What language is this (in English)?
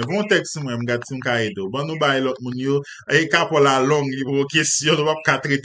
Haitian Creole